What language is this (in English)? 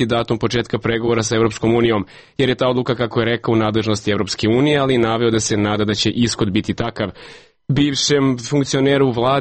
Serbian